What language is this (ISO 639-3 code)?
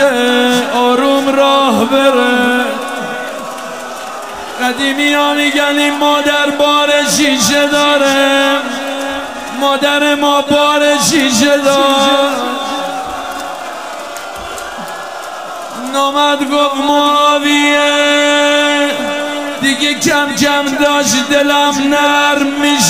fas